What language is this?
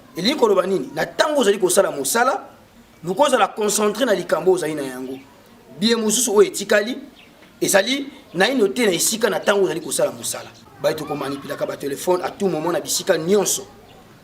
Lingala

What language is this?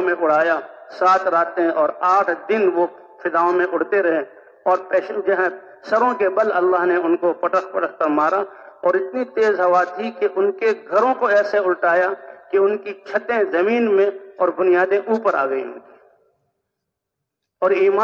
Urdu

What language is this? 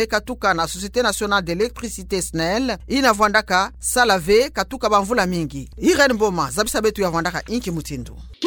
Kituba (Democratic Republic of Congo)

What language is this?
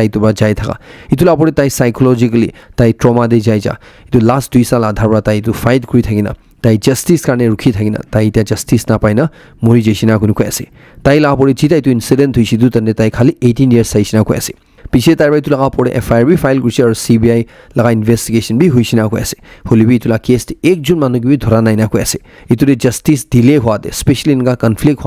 Naga Pidgin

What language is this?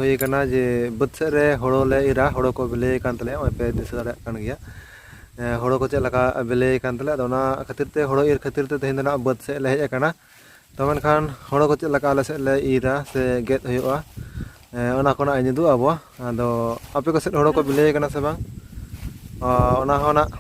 Santali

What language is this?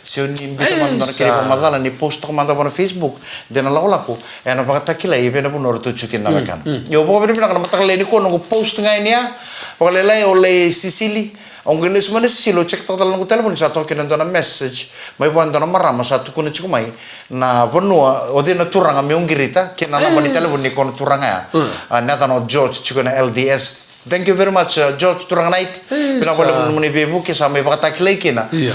Fijian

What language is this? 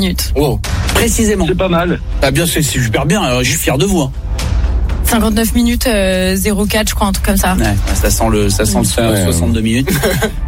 French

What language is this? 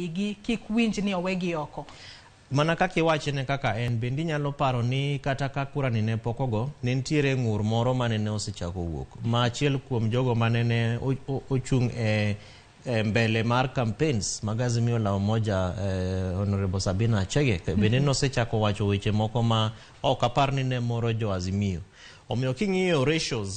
Luo (Kenya and Tanzania)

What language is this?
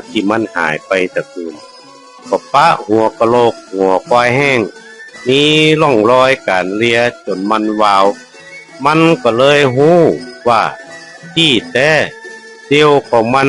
Northern Thai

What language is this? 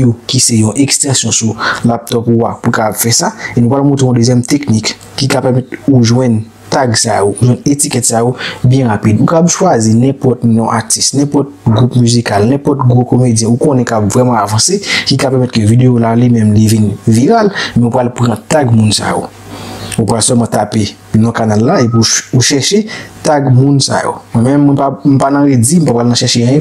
Haitian Creole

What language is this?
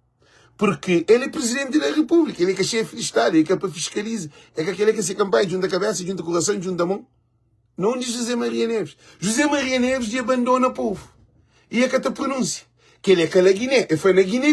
Kabuverdianu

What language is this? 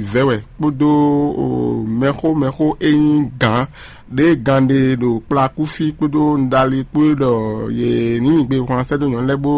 Fon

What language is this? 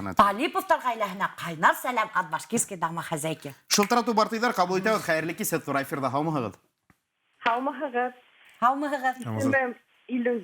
Bashkir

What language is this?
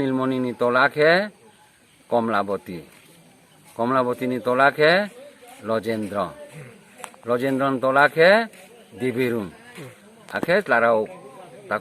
Riang (India)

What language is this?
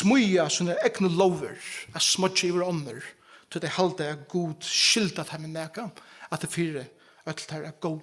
Faroese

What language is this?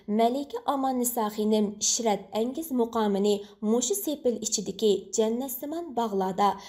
Uyghur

